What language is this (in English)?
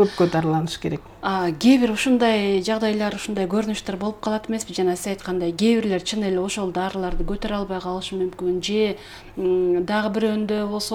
Kyrgyz